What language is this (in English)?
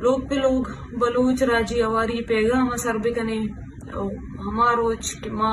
Eastern Balochi